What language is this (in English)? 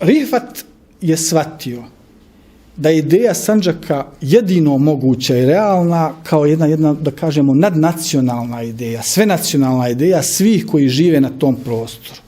Bosnian